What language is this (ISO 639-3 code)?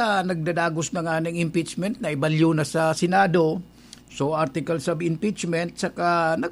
bik